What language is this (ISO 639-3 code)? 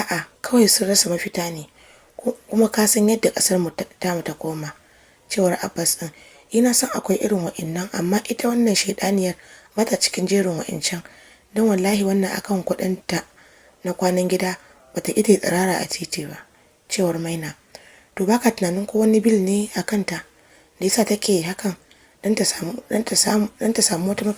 hau